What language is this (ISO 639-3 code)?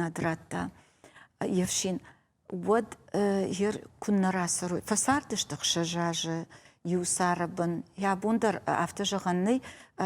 oss